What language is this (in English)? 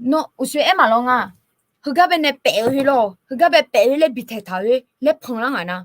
Akha